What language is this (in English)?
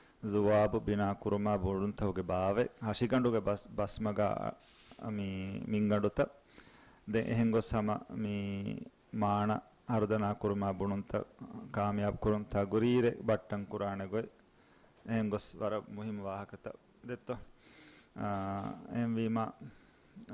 Divehi